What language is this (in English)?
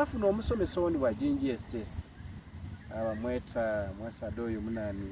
Soga